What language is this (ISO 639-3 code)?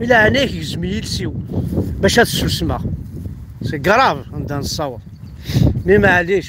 kab